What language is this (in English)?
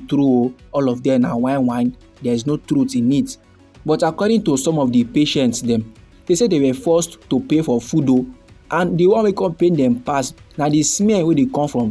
Nigerian Pidgin